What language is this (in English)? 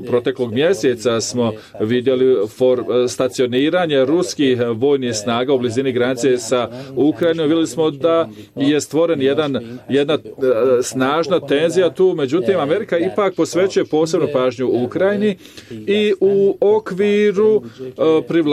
Bosnian